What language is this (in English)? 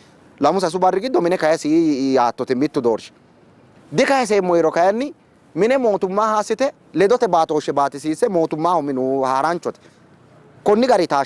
Sidamo